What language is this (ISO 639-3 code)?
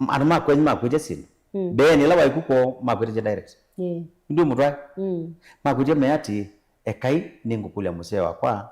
kam